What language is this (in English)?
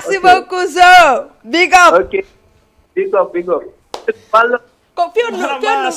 Fula